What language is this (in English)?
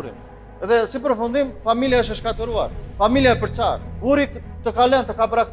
Albanian